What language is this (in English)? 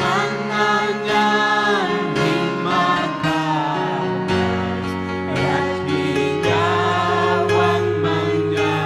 Ayacucho Quechua